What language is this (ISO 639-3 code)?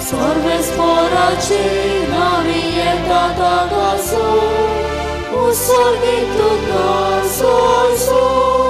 kok